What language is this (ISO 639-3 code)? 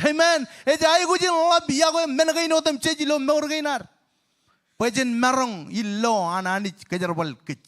mah